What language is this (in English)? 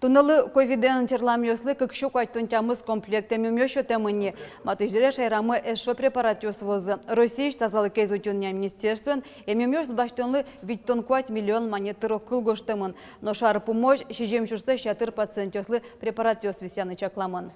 Udmurt